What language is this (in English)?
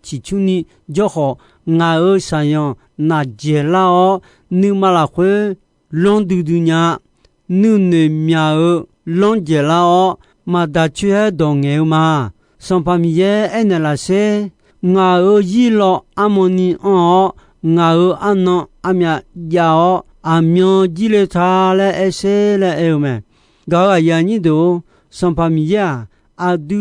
Akha